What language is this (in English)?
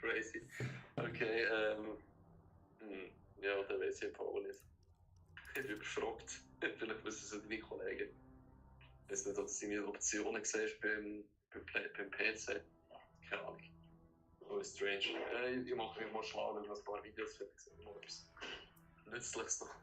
Swiss German